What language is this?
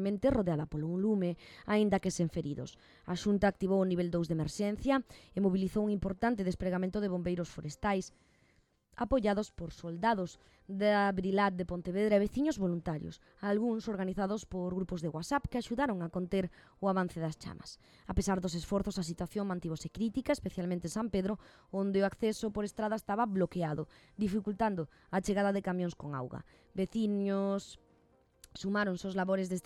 Galician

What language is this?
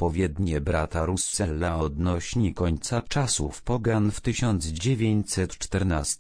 Polish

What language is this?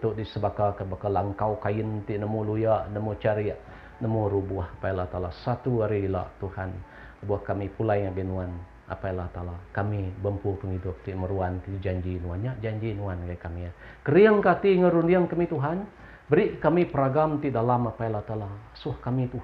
Iban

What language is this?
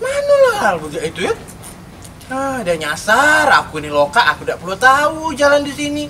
Musi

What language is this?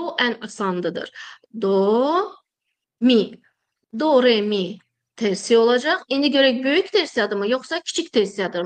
Azerbaijani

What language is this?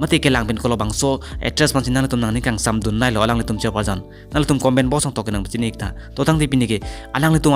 Karbi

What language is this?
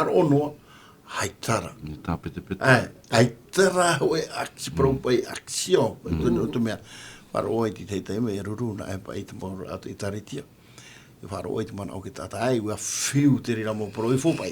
Tahitian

